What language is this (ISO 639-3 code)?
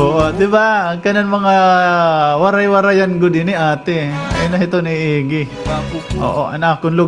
war